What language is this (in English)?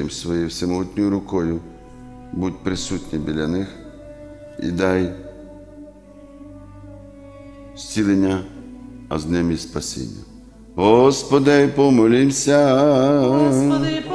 Ukrainian